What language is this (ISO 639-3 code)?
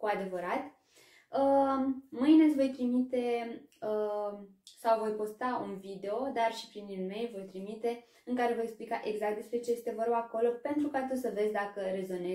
ron